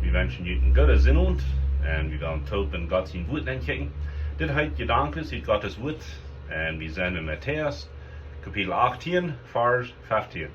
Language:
Plautdietsch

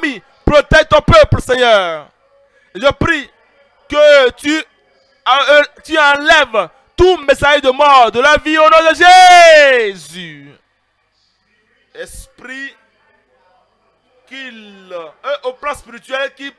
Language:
French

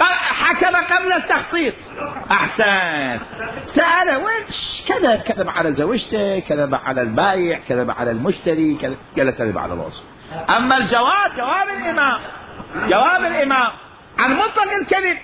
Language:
Mesopotamian Arabic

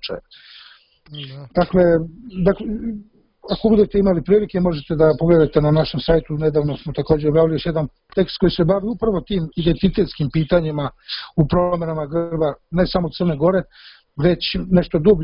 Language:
Serbian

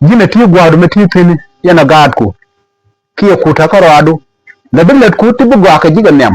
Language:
Nuer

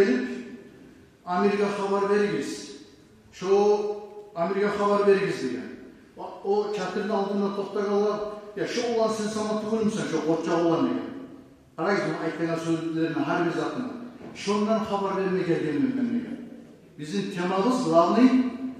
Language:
Kumyk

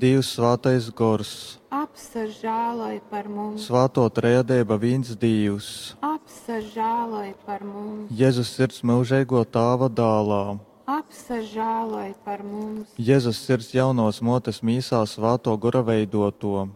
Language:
Latgalian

